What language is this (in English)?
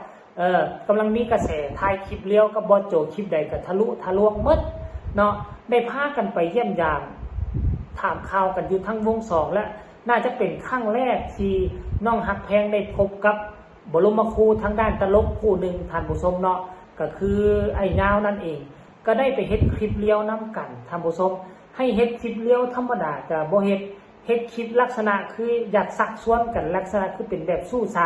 Northeastern Thai